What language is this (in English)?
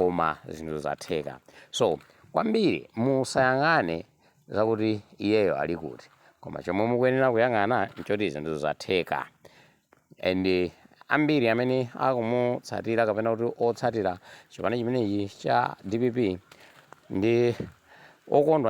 Nyanja